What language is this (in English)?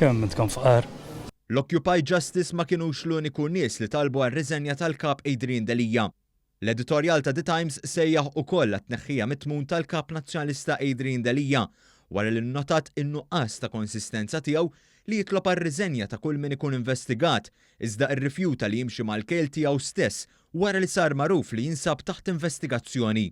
Maltese